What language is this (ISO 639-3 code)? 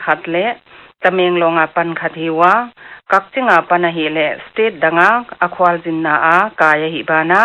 pck